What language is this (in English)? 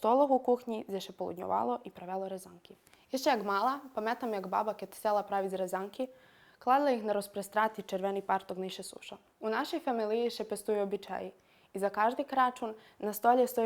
Rusyn